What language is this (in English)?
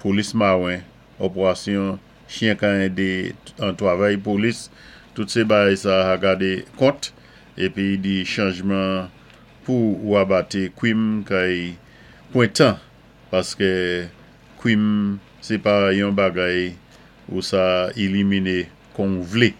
Saint Lucian Creole French